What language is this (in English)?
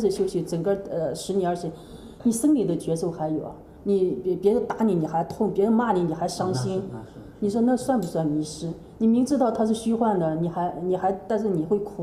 Chinese